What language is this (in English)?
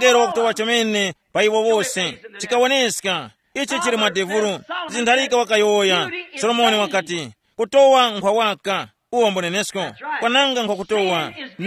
Tumbuka